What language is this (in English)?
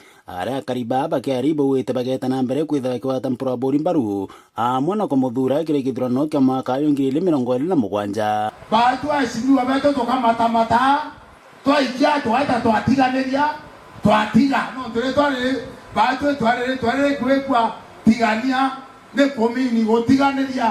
Meru